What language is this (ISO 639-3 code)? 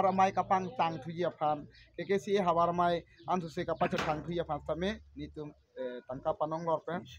mjw